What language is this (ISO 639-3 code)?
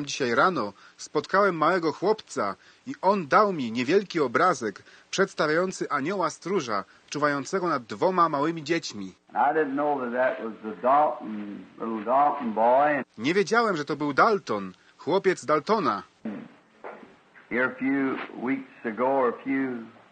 pol